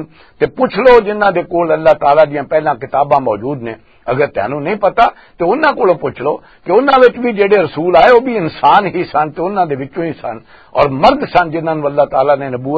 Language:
Western Panjabi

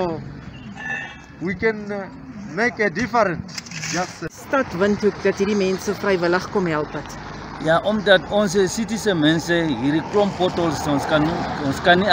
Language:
Afrikaans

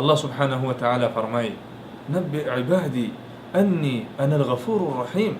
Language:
Pashto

